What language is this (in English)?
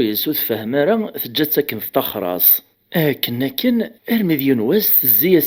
Kabyle